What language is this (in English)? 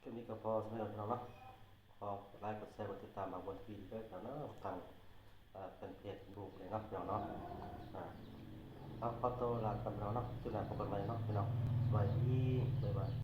Lao